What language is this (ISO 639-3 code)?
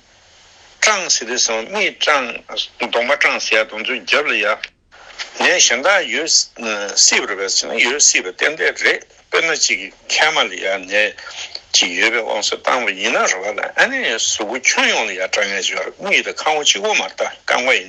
bod